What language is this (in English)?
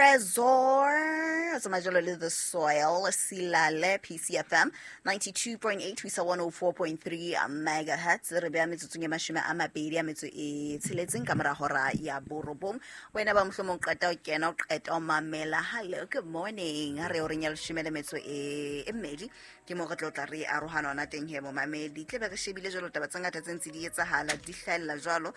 Southern Sotho